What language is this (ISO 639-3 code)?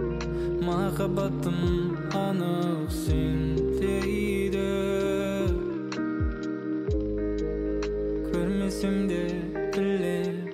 kaz